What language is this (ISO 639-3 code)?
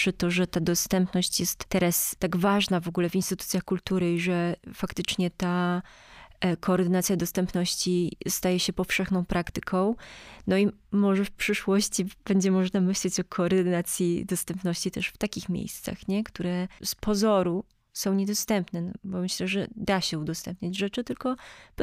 pol